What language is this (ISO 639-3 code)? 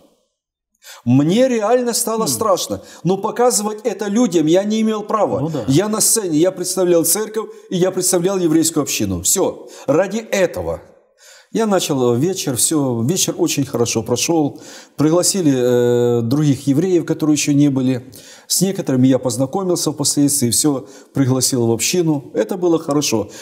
rus